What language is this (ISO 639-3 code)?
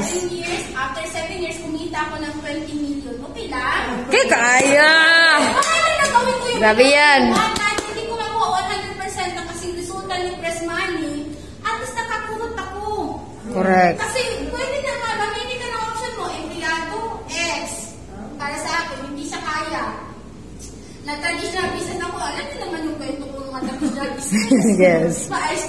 fil